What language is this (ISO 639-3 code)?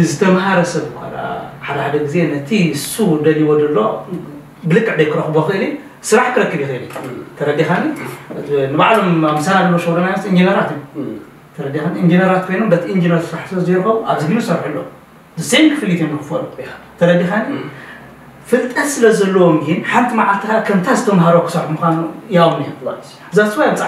tir